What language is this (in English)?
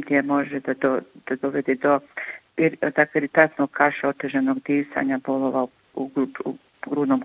Bosnian